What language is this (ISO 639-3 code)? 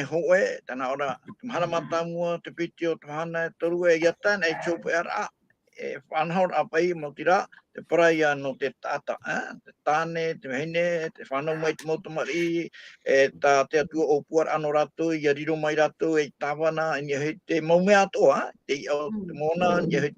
tah